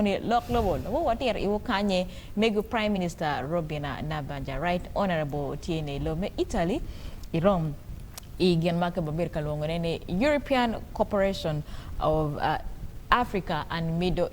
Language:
Acoli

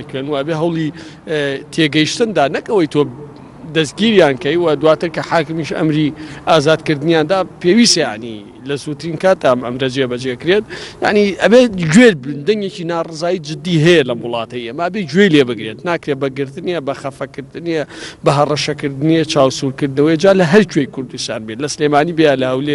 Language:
Central Kurdish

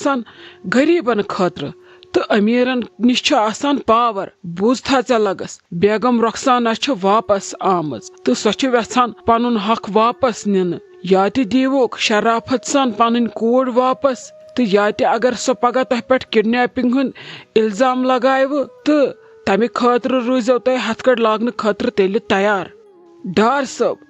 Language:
Kashmiri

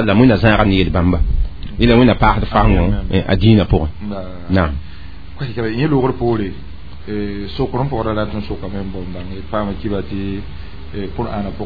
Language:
Mossi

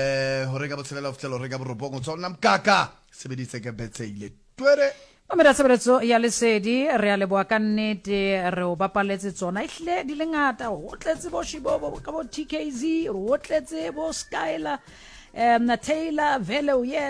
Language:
Southern Sotho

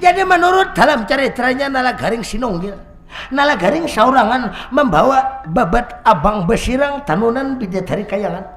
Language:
Banjar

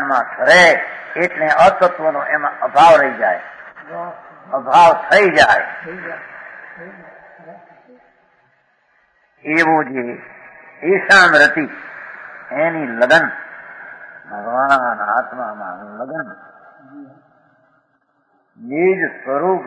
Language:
Gujarati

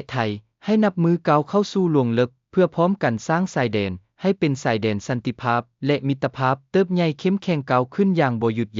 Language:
Lao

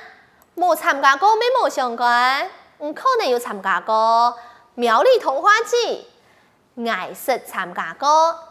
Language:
Hakka Chinese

